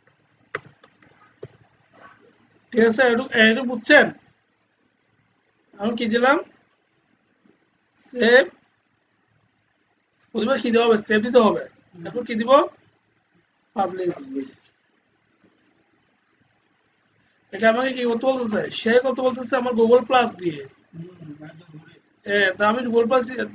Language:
Bangla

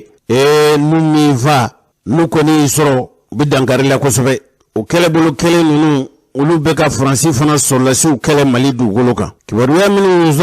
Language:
Bambara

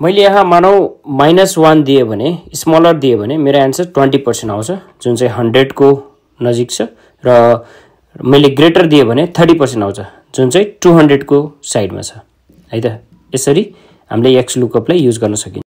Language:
Nepali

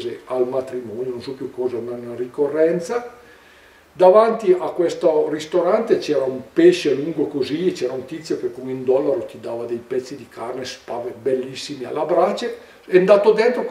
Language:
Italian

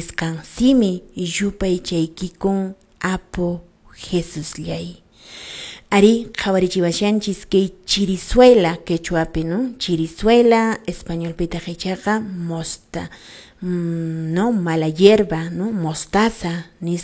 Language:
Quechua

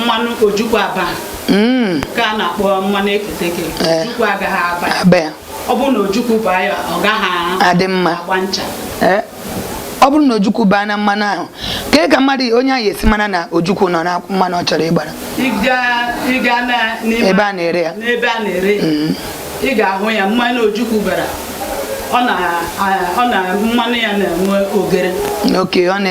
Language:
Igbo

